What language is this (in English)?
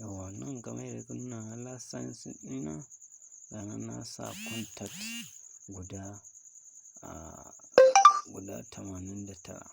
Hausa